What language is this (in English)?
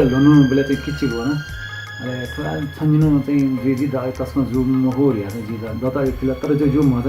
Newari